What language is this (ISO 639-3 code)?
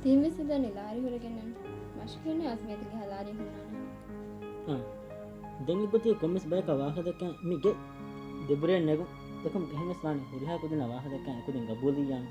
div